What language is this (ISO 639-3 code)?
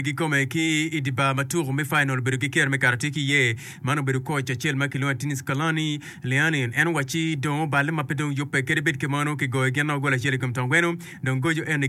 ach